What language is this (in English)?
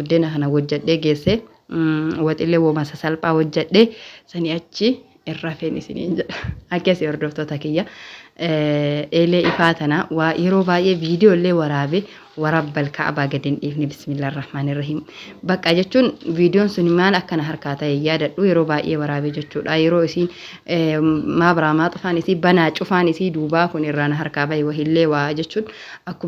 Oromo